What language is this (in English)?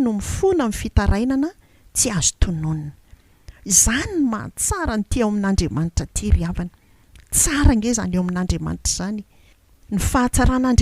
Malagasy